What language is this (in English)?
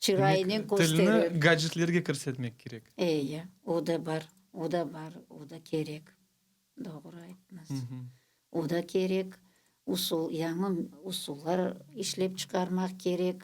Crimean Tatar